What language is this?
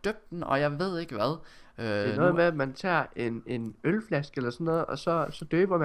Danish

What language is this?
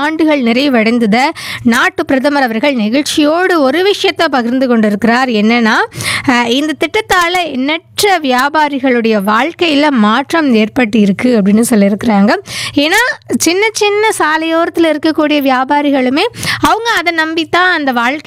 Tamil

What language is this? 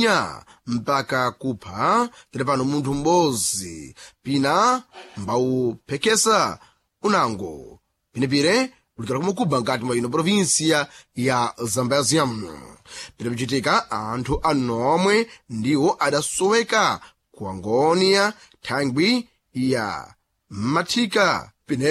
Sena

